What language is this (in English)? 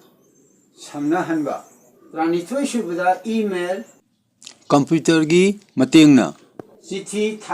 Manipuri